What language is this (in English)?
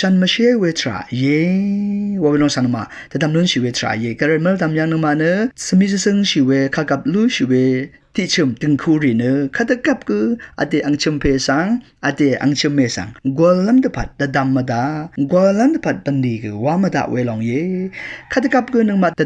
Rawang